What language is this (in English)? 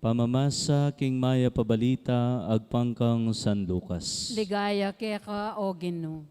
Pampanga